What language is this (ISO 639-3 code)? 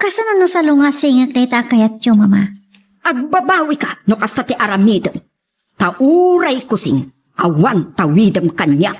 ilo